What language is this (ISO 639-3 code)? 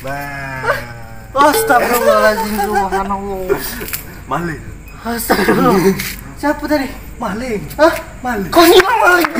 mui